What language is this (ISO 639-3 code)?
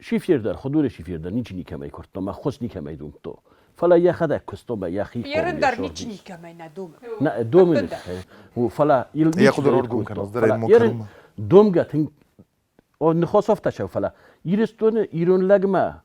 oss